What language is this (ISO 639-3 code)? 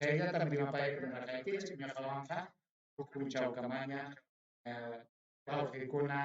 quy